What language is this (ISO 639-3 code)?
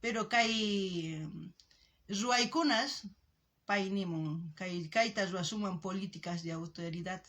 quh